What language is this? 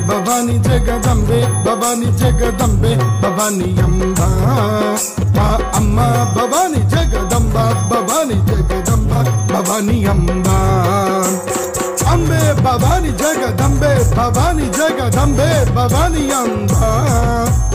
Telugu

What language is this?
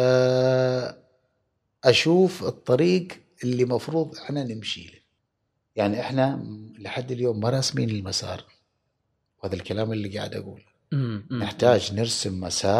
Gulf Arabic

